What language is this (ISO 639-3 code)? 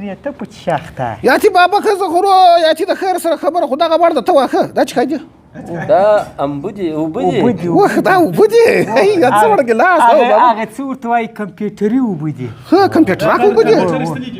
pus